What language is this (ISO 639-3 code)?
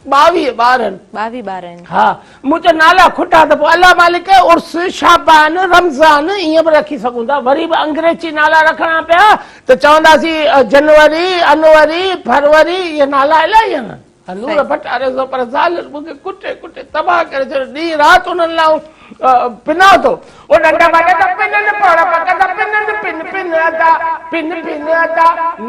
snd